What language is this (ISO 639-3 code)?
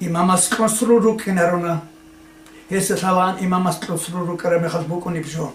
ava